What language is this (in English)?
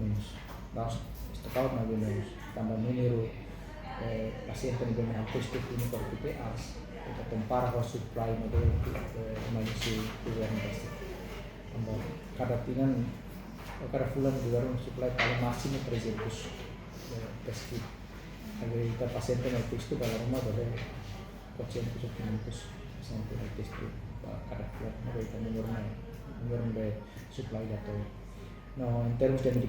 Tetum